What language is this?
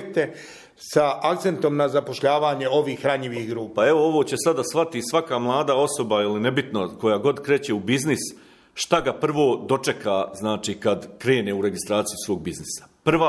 Croatian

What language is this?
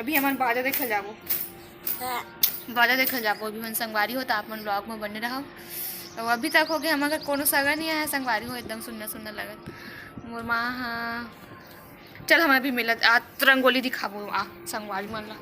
Chhattisgarhi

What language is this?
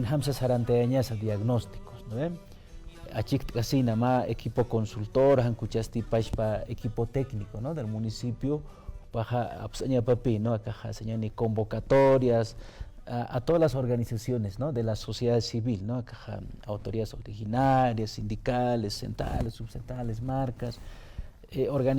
Aymara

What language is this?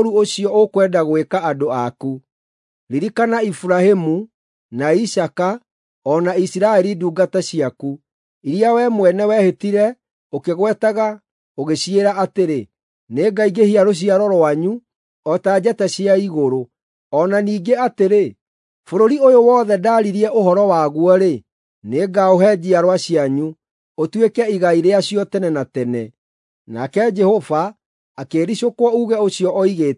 Kikuyu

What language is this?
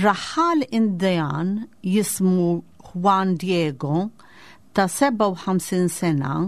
Maltese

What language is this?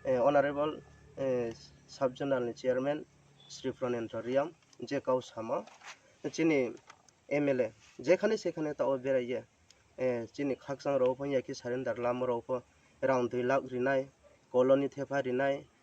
Riang (India)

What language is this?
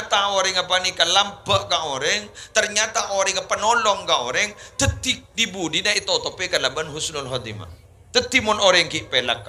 Madurese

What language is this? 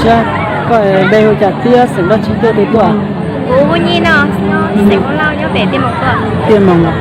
Hmong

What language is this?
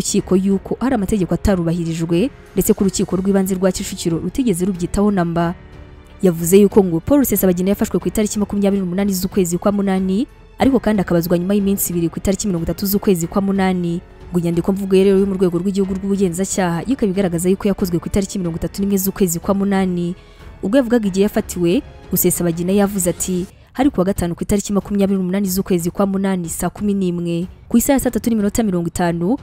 Kinyarwanda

